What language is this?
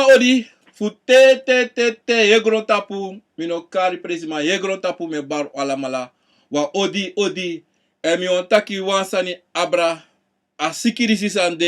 Sranan Tongo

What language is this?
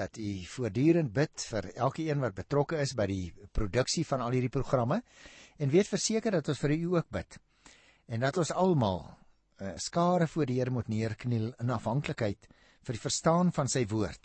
Afrikaans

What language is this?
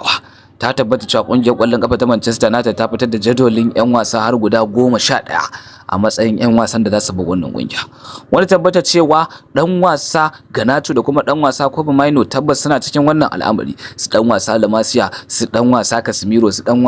Hausa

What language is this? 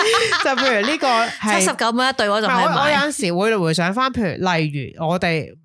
Cantonese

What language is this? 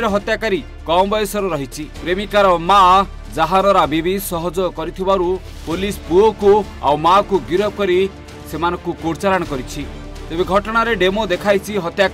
Odia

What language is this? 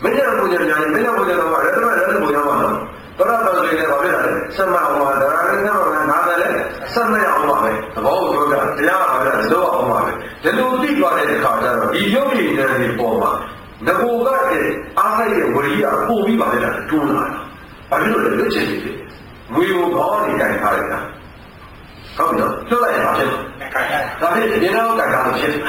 Burmese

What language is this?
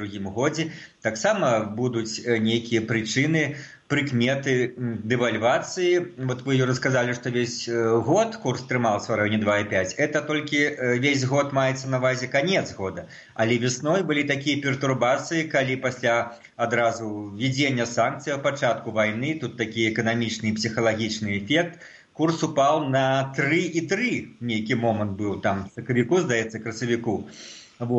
Belarusian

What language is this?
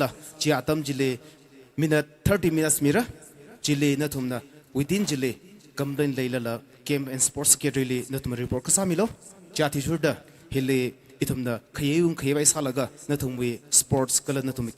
Tangkhul Naga (India)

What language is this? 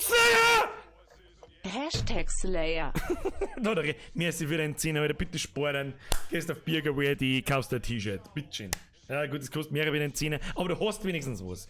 Bavarian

